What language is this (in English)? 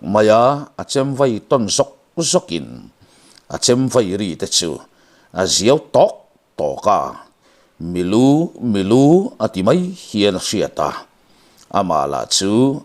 Mizo